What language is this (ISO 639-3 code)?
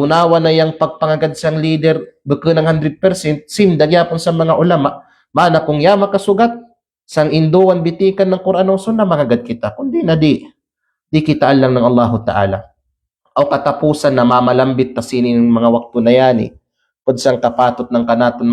kqe